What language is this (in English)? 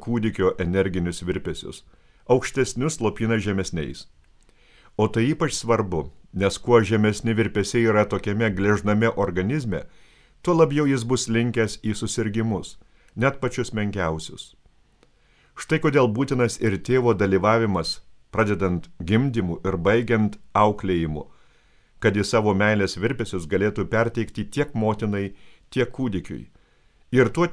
Lithuanian